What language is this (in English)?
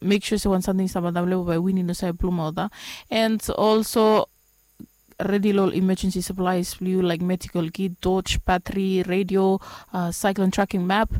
Bislama